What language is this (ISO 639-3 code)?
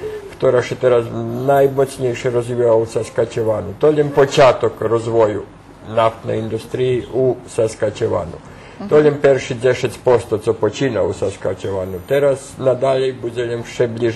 rue